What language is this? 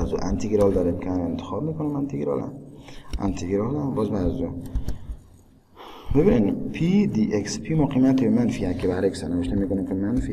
Persian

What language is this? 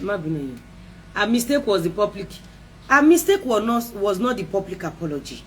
Yoruba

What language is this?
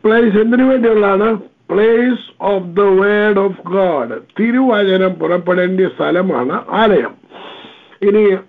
Malayalam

